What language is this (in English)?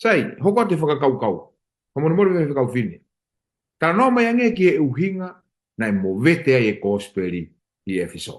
Tongan